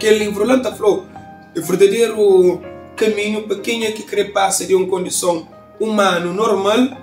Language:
Kabuverdianu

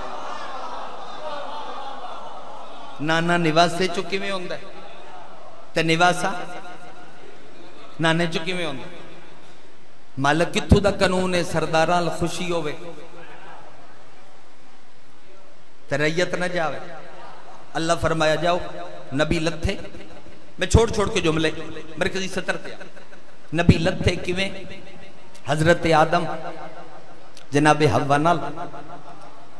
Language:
Western Panjabi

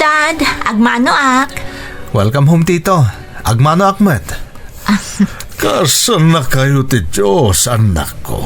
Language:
Iloko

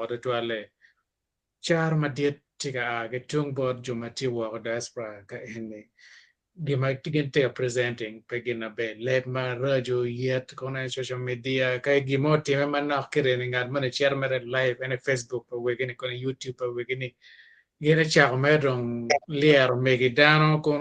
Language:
Acoli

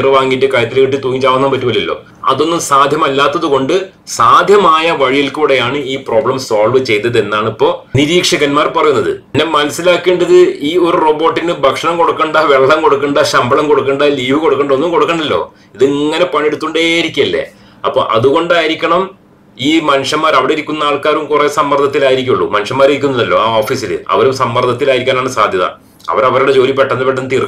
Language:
Malayalam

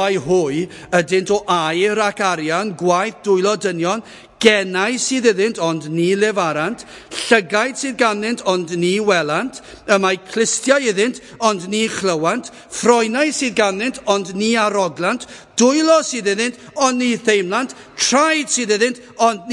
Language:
Welsh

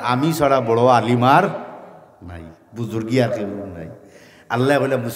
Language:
Sylheti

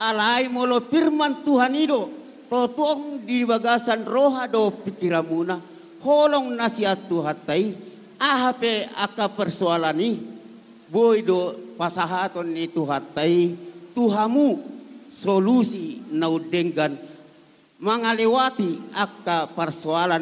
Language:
Batak Toba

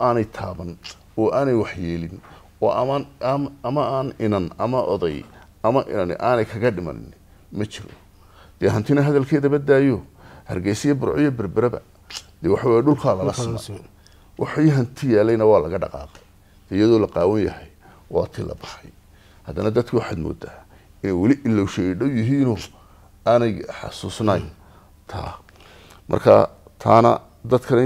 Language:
Somali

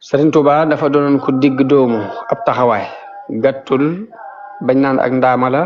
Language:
Wolof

